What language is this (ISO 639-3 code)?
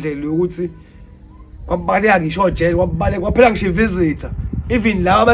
zul